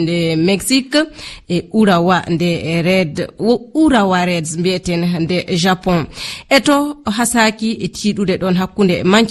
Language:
Fula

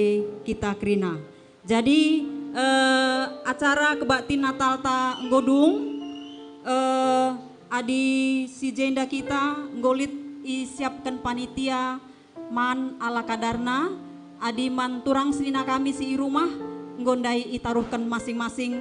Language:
Batak Karo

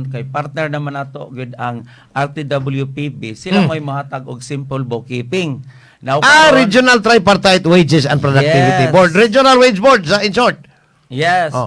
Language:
Cebuano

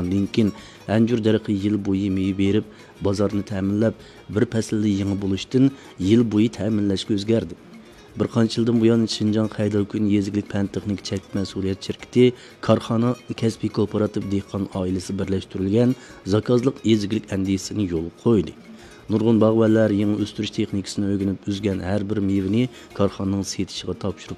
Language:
Uyghur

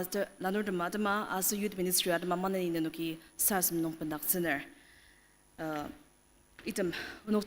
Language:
Ao Naga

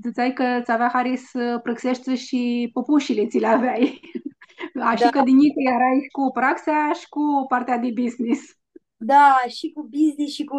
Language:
Aromanian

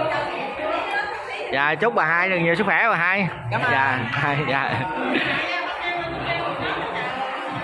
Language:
Vietnamese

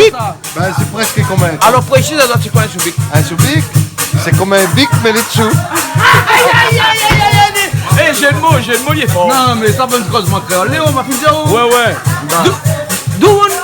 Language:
Réunion Creole French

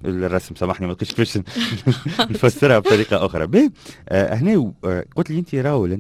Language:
Tunisian Arabic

